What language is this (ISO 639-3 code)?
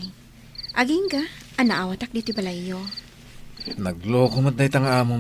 ilo